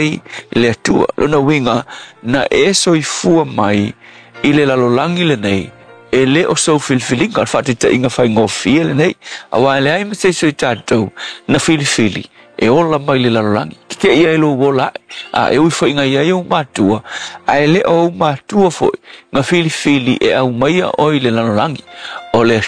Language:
Samoan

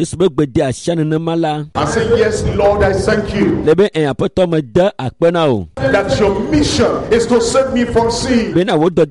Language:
Ewe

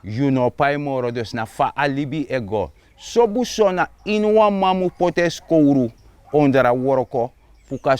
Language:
Sranan Tongo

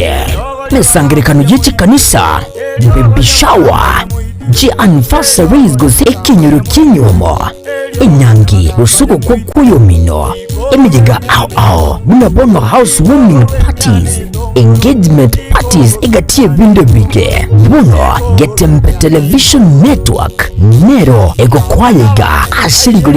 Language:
Gusii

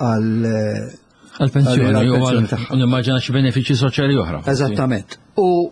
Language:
Maltese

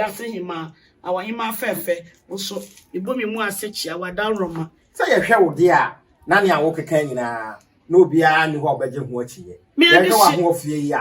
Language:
Akan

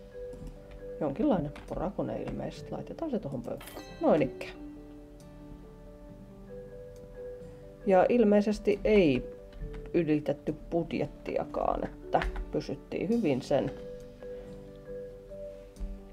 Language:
Finnish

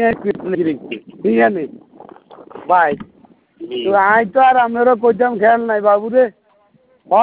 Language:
Bangla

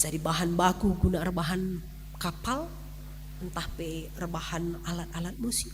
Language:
Batak Karo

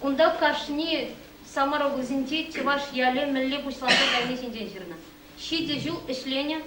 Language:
Chuvash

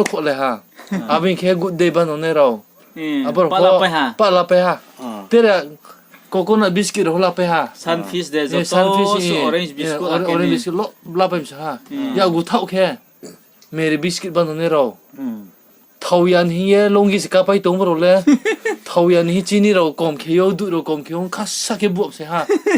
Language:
Riang (India)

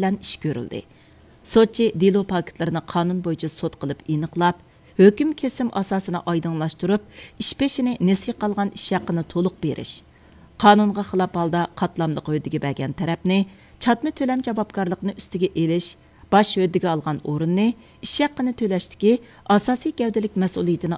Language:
Uyghur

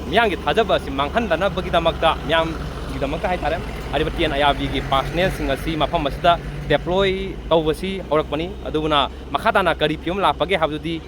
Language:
Manipuri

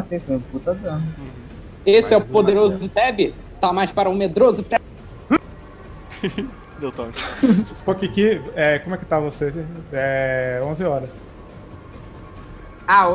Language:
Portuguese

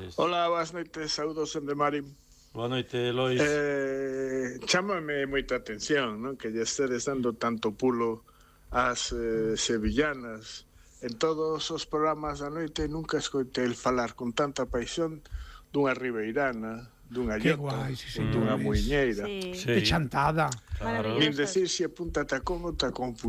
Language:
Galician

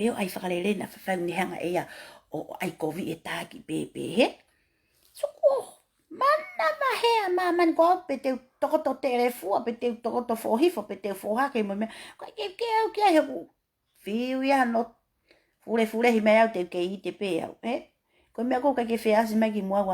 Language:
Tongan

